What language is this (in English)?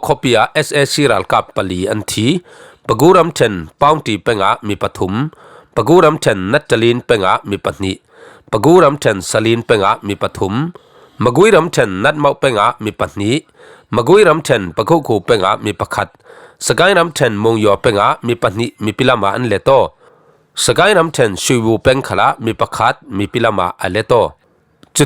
Falam Chin